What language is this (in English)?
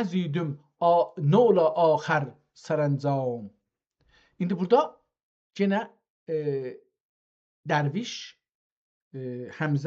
South Azerbaijani